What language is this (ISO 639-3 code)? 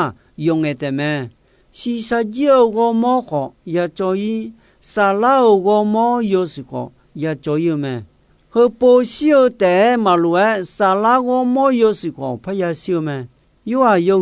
ahk